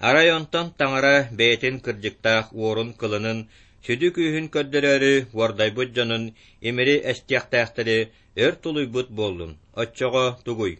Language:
Yakut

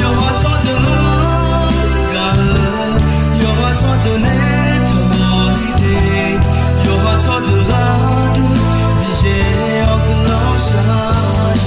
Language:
Akha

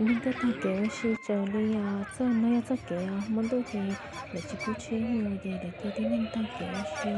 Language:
Hmong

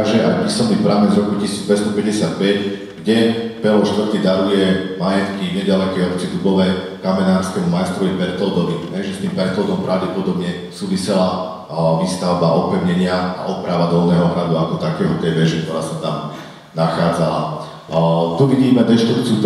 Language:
Slovak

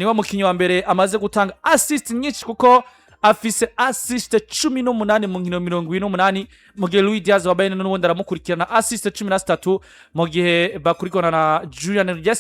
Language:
Rundi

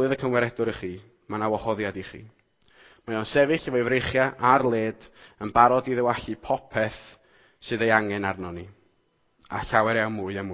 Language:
Welsh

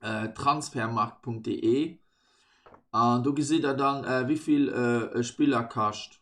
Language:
Luxembourgish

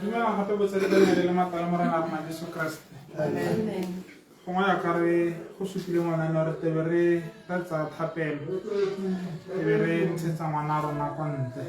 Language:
Tswana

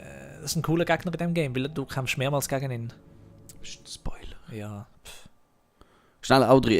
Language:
Swiss German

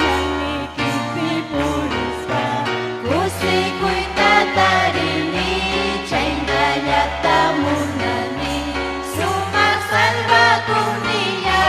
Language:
Ayacucho Quechua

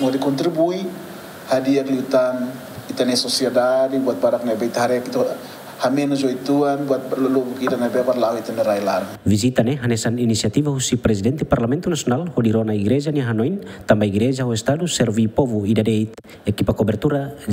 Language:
Tetum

